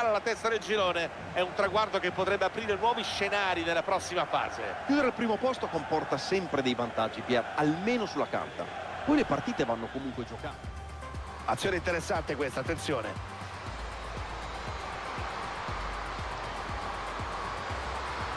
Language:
Italian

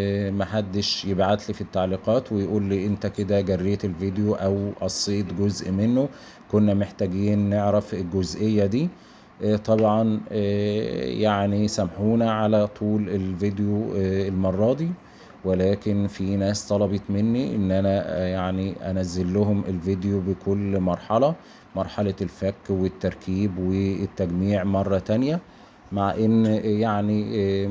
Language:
Egyptian Arabic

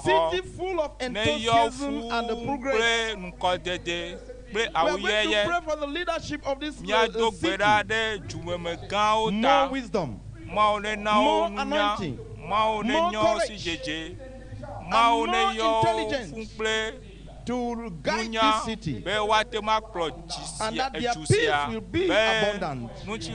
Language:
Ewe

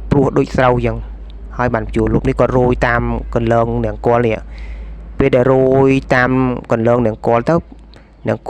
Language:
Khmer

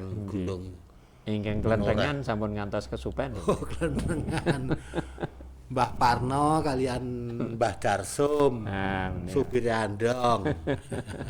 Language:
Javanese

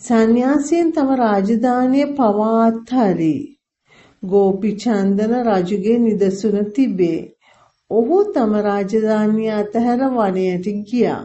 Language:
Sinhala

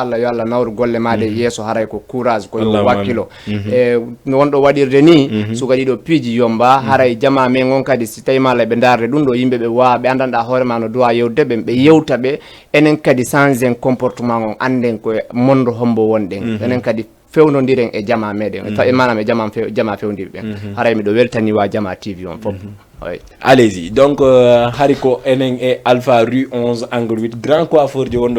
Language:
Fula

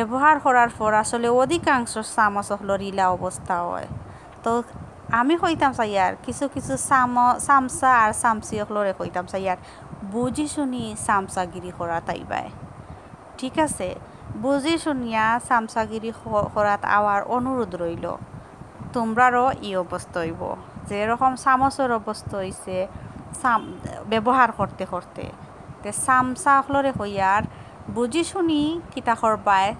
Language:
Sylheti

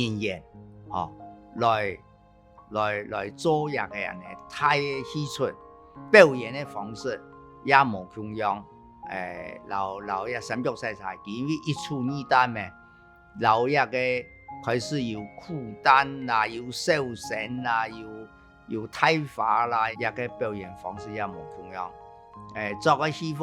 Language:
Hakka Chinese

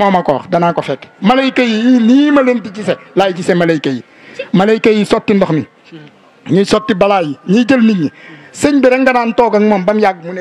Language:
Wolof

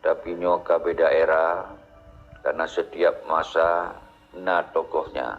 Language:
Achinese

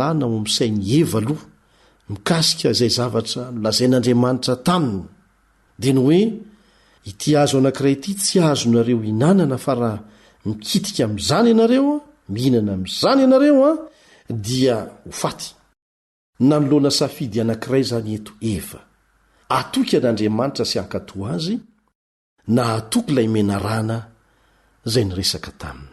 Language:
Malagasy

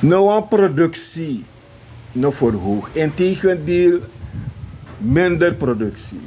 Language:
Sranan Tongo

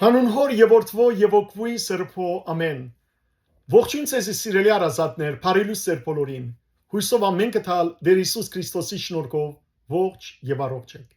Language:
Western Armenian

